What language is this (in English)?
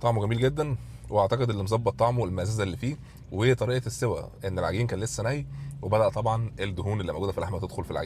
Egyptian Arabic